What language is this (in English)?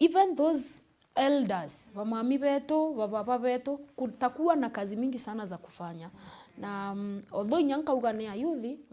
Meru